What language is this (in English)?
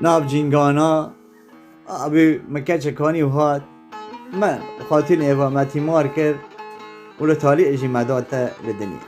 Kurdish